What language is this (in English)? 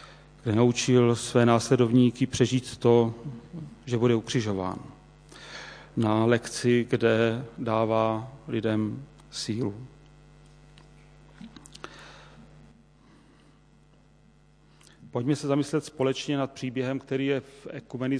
Czech